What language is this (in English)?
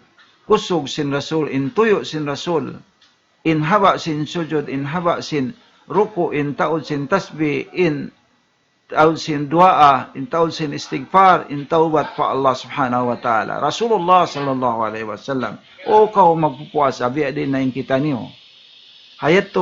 Tausug